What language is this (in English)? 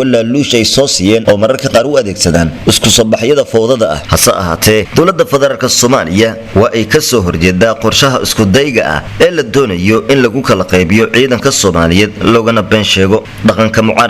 Somali